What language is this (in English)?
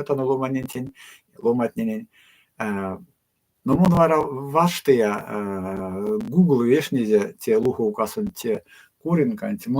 Erzya